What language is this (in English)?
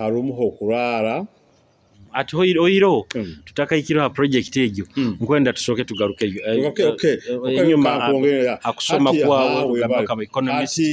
Nyoro